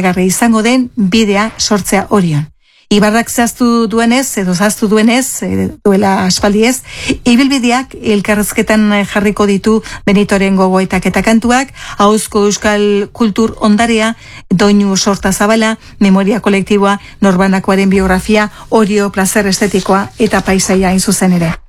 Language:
Basque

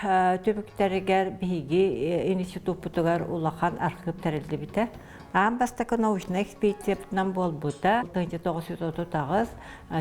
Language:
Yakut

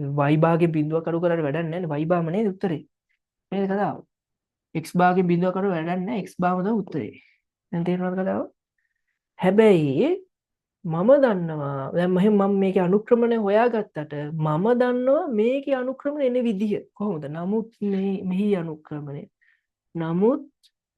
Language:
Sinhala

